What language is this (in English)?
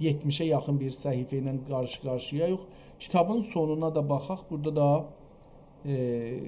South Azerbaijani